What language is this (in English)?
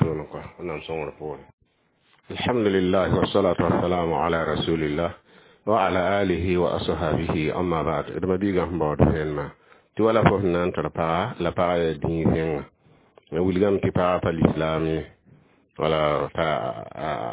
Mossi